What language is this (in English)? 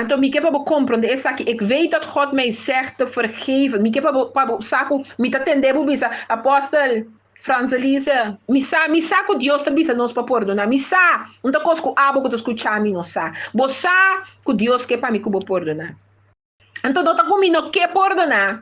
Papiamento